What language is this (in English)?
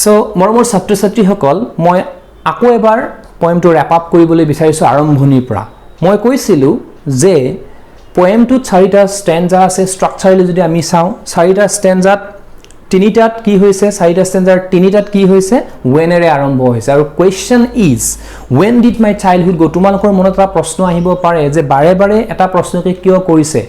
Assamese